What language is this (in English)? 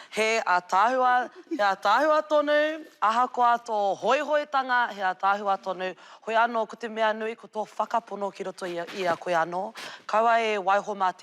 Māori